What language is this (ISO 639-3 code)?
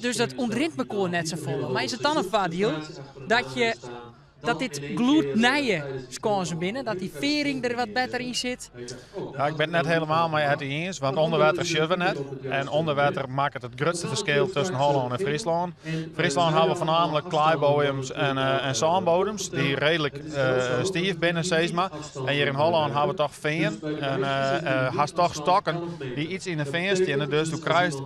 fry